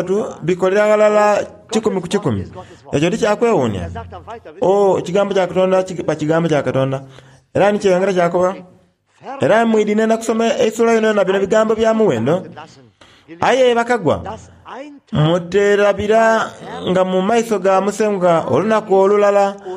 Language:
Soga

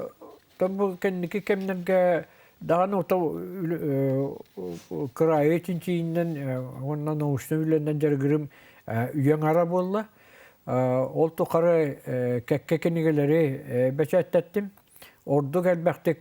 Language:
Yakut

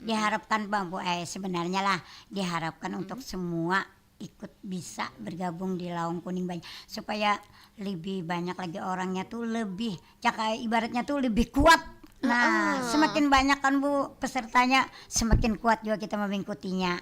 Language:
Banjar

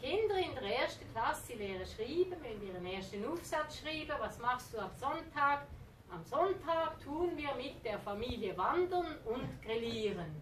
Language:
Swiss German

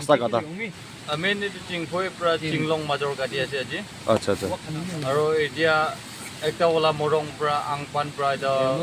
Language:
Naga Pidgin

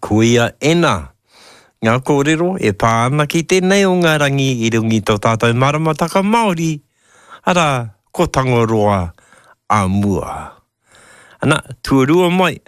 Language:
Māori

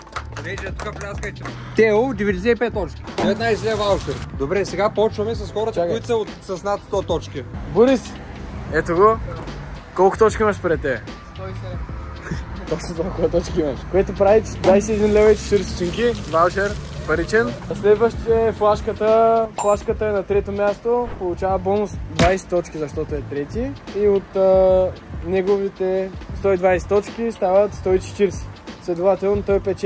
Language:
Bulgarian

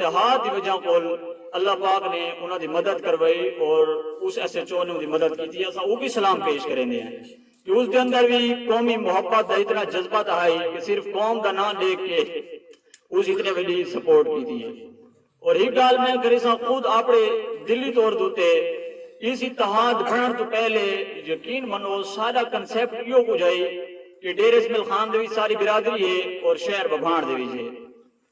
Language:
Saraiki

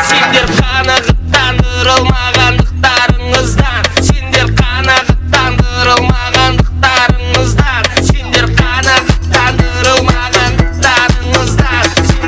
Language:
Kara-Kalpak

